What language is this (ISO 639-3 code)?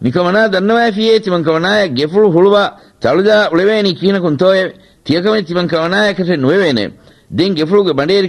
div